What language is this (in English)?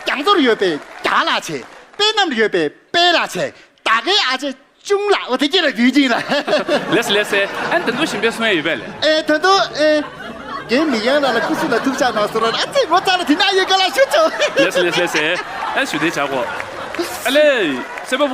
Tibetan